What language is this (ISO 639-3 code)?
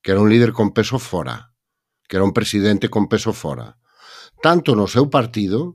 glg